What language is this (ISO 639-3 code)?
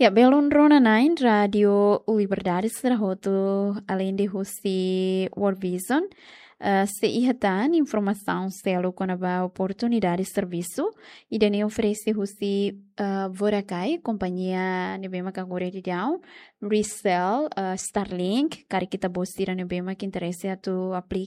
tet